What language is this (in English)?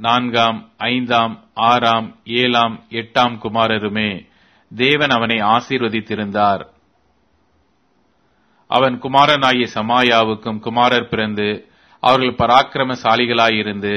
Tamil